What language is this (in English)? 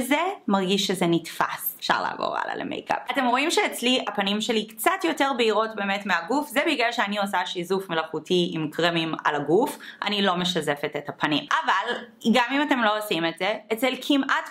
Hebrew